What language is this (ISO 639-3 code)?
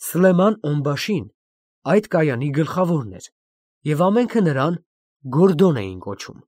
hye